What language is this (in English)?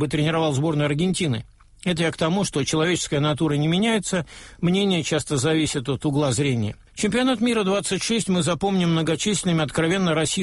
Russian